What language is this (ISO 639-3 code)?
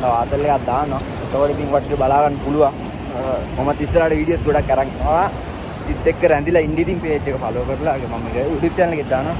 sin